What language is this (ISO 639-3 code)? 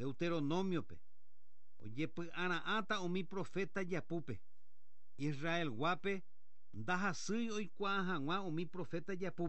grn